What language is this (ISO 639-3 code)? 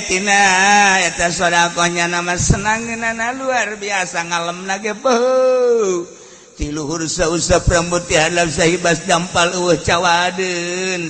sun